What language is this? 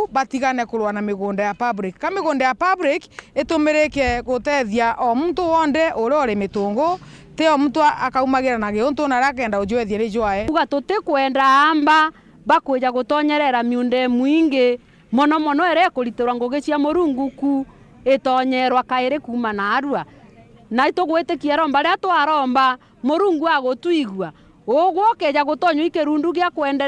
Meru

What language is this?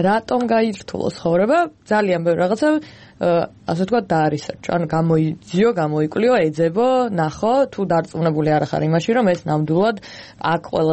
Georgian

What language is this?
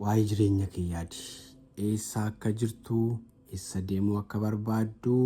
Oromo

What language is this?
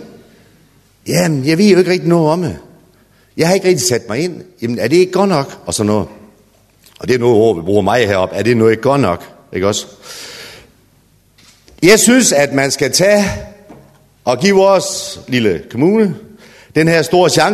Danish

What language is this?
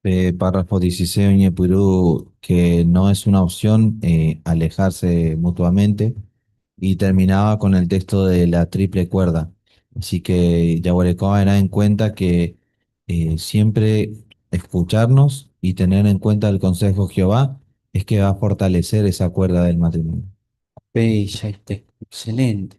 Guarani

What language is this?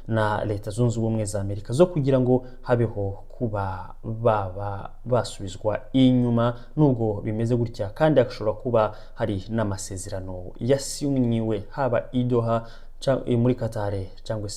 Kinyarwanda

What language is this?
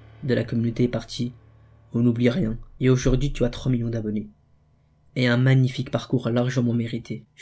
French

